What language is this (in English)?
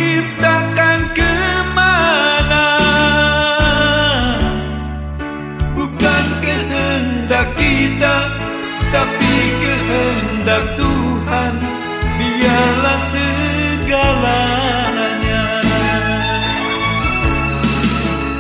Indonesian